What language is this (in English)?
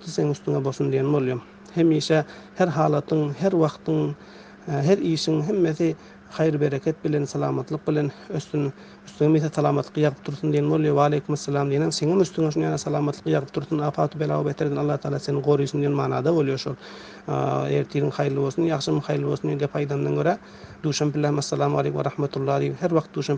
Turkmen